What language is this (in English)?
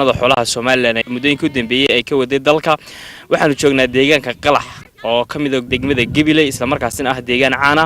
Somali